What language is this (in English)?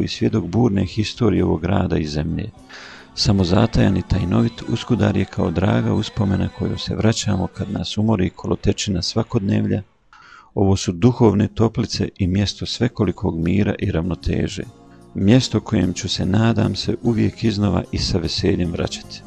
Bosnian